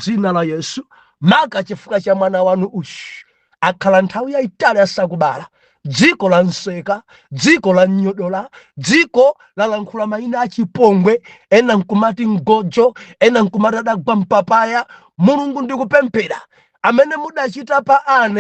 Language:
Nyanja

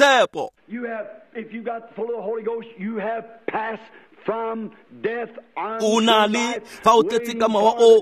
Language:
Tswana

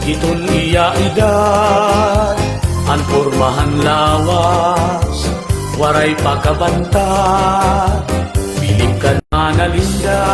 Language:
Waray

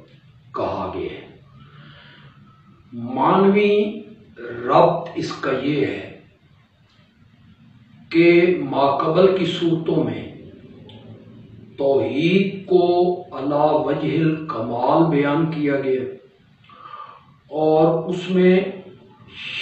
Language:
Urdu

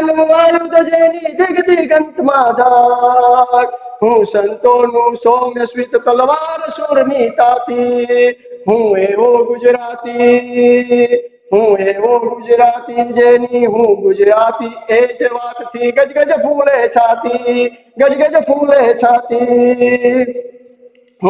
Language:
Gujarati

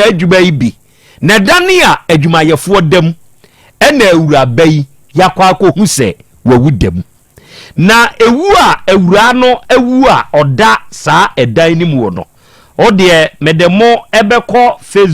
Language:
Akan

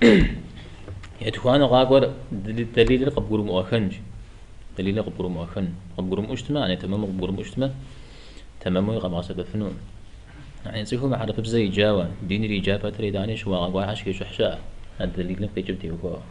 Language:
Kabardian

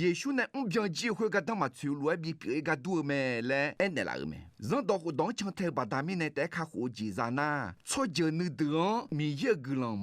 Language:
Akha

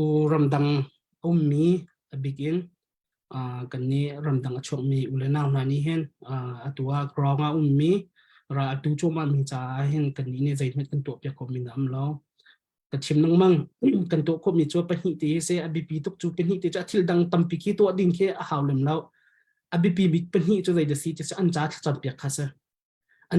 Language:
Hakha Chin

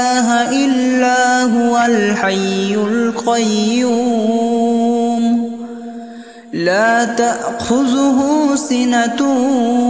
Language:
Arabic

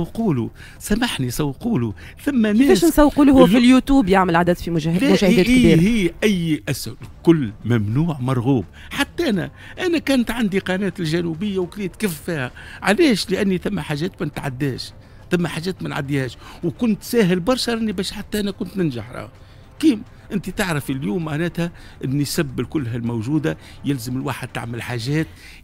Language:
Tunisian Arabic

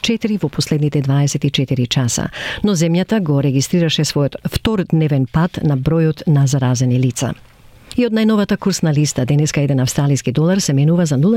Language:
Macedonian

